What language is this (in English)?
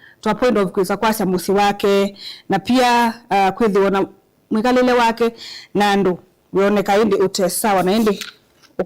Kamba